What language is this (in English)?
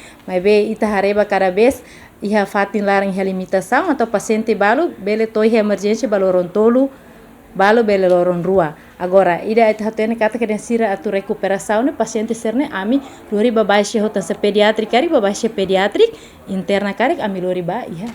Tetum